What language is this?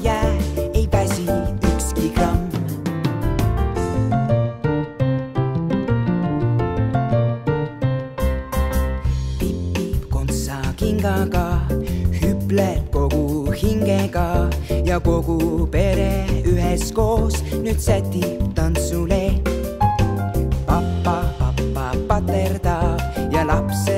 Estonian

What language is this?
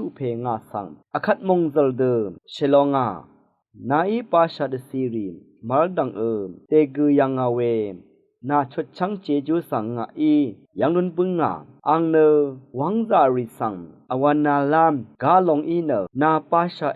Rawang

